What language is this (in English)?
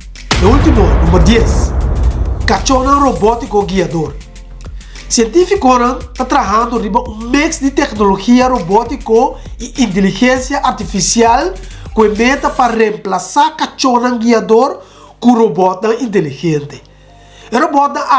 Papiamento